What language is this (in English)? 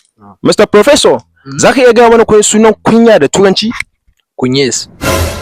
Hausa